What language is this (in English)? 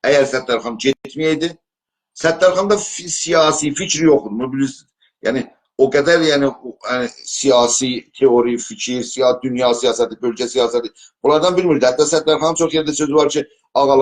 South Azerbaijani